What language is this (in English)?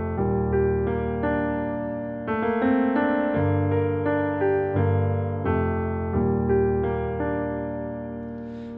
Romanian